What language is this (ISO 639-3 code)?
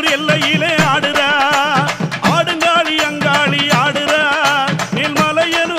tam